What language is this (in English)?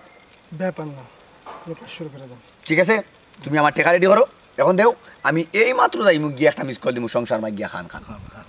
Sylheti